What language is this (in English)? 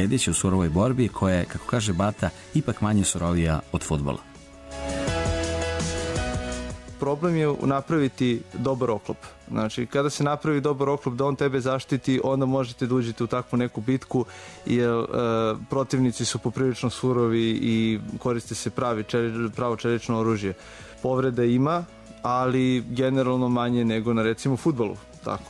Serbian